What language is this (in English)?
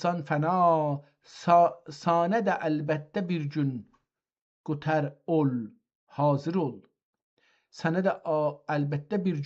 South Azerbaijani